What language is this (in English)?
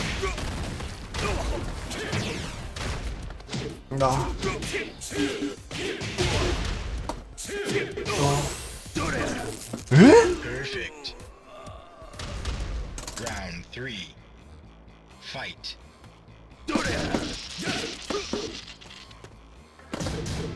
Korean